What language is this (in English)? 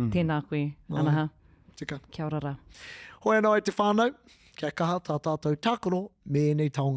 Māori